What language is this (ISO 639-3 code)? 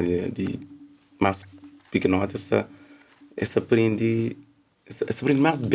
kea